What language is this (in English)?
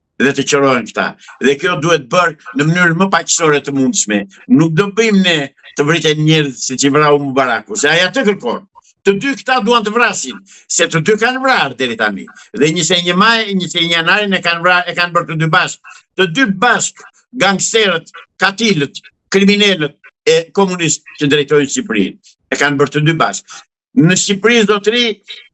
Albanian